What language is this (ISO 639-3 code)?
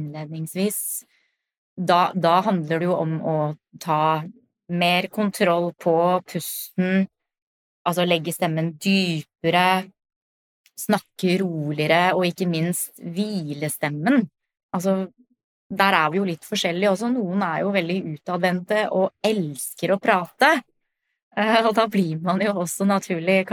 nor